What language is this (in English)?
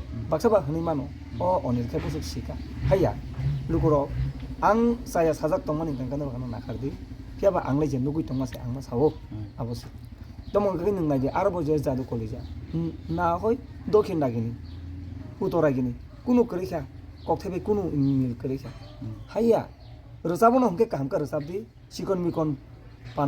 Kok Borok